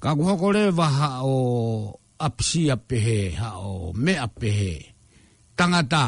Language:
Tongan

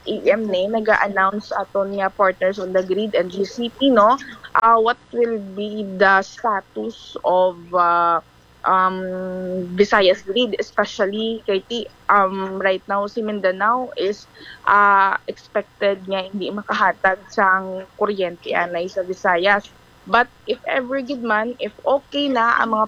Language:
Hiligaynon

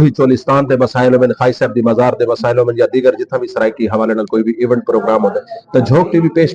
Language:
Saraiki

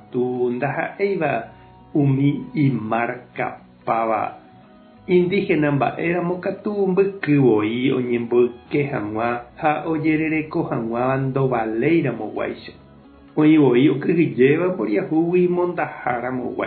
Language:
Guarani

